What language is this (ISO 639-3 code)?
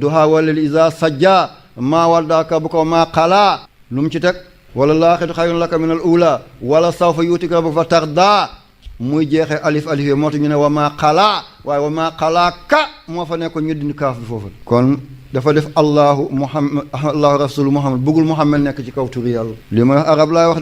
wol